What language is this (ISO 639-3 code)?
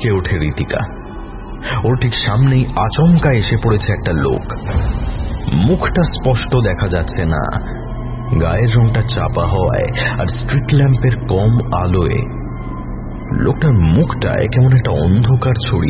ben